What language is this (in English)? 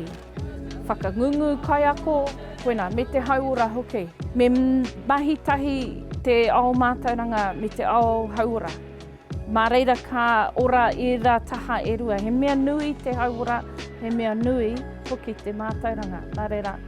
Māori